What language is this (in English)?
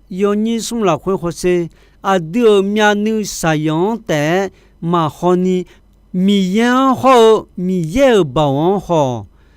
Akha